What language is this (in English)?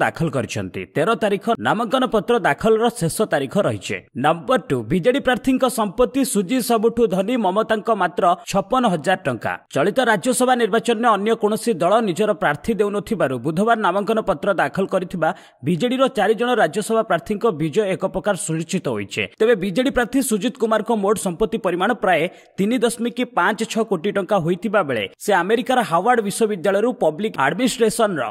Odia